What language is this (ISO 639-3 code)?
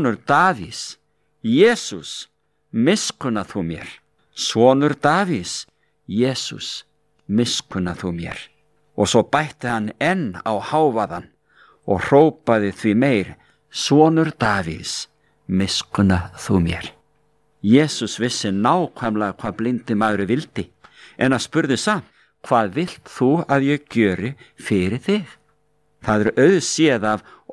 isl